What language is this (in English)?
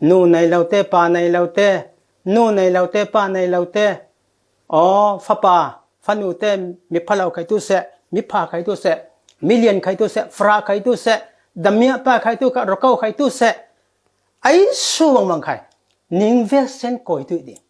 Falam Chin